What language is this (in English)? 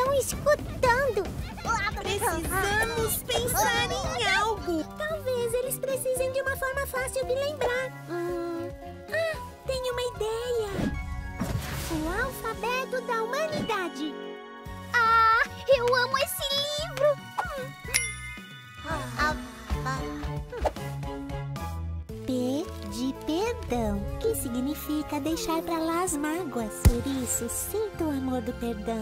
Portuguese